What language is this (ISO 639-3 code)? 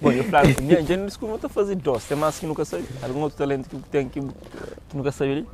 kea